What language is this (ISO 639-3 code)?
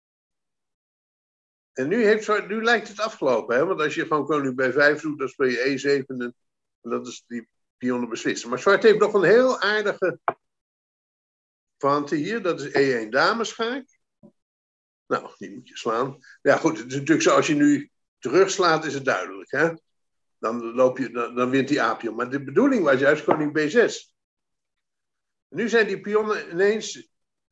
nld